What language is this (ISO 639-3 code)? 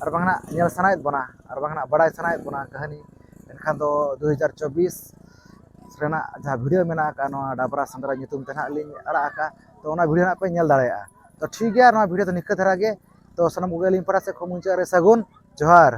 sat